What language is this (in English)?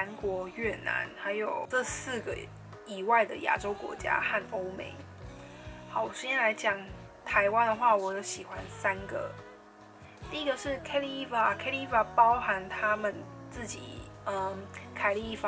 Chinese